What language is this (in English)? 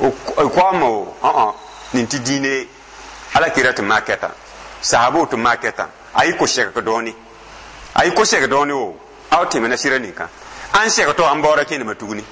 Dyula